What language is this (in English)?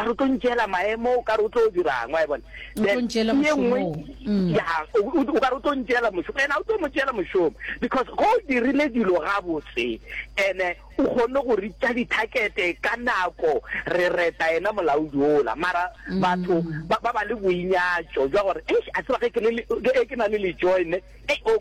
Northern Sotho